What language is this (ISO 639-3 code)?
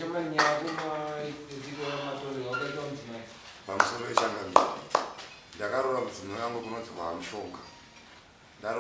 sna